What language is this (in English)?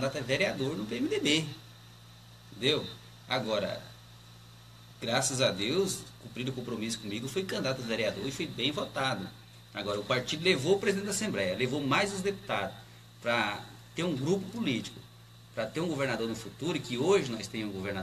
Portuguese